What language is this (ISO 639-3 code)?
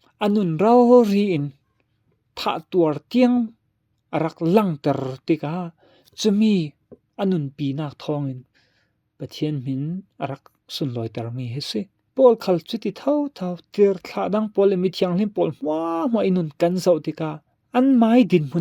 cfm